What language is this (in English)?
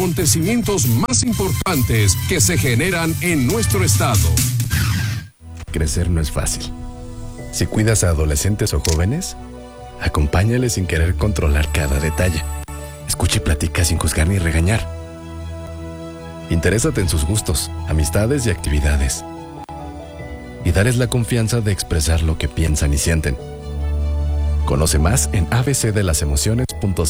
Spanish